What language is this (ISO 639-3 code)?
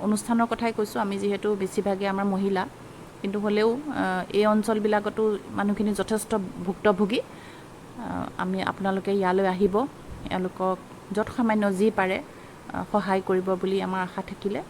asm